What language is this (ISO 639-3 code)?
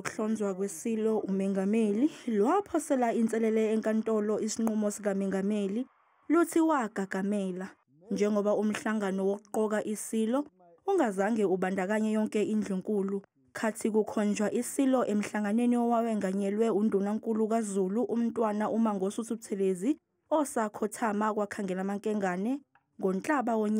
zul